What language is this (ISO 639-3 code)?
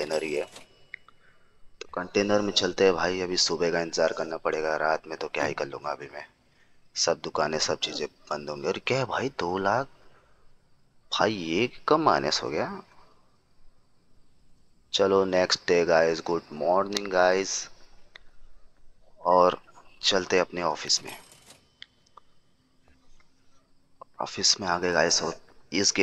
hin